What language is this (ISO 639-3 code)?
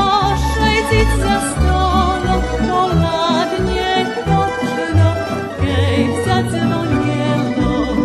rue